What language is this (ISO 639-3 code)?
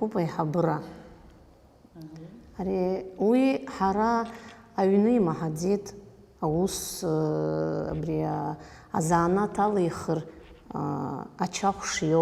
abk